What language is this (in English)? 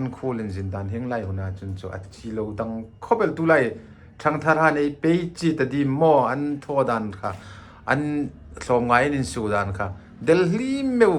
Hmar